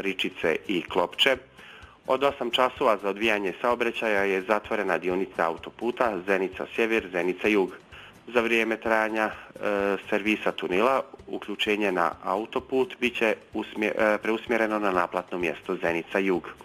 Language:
Bosnian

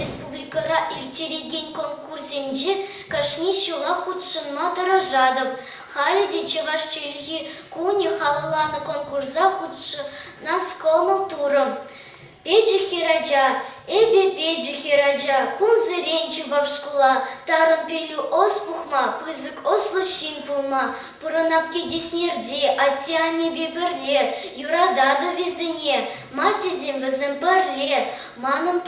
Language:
Chuvash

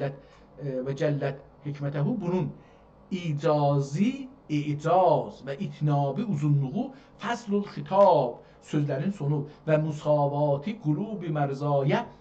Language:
South Azerbaijani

